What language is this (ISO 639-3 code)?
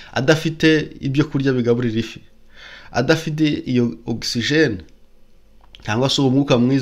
kin